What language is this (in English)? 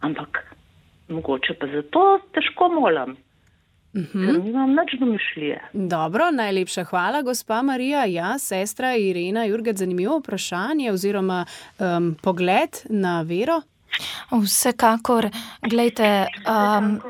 Slovenian